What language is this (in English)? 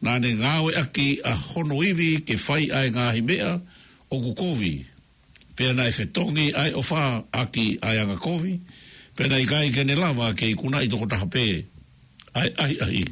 Tongan